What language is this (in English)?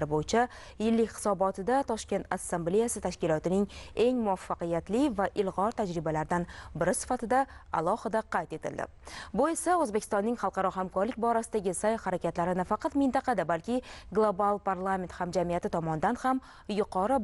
Uzbek